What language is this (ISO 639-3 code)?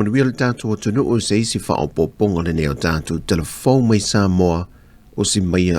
smo